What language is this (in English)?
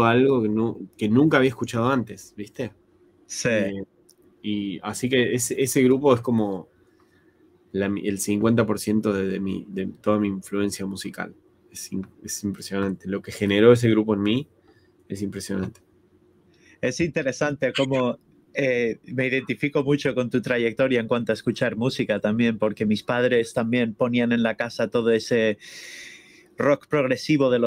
Spanish